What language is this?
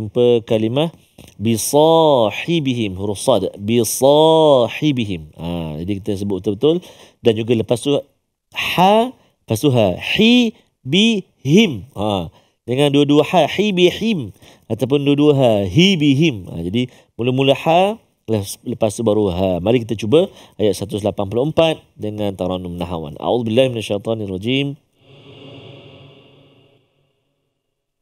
Malay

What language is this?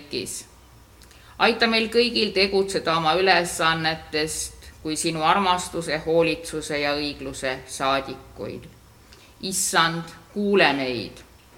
Estonian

